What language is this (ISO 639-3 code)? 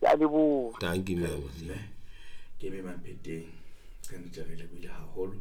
sot